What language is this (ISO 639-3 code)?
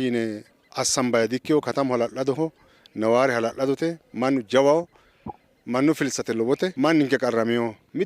sid